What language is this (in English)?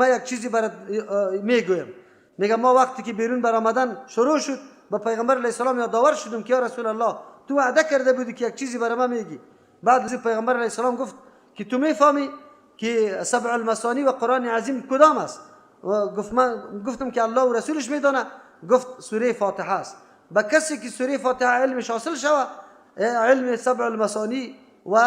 Persian